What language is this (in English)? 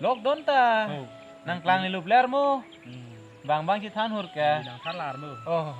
Karbi